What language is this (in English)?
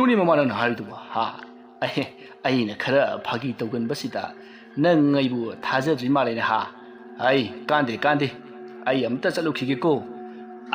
Manipuri